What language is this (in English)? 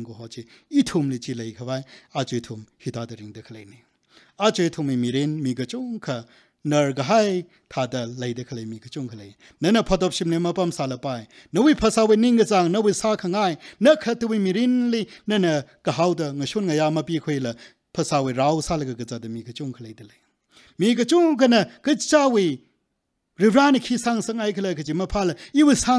Tangkhul Naga (India)